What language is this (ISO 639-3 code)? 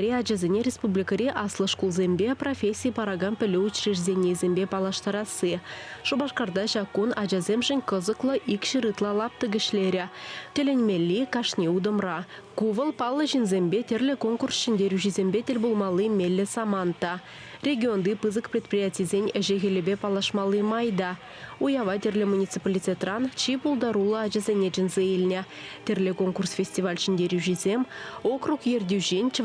chv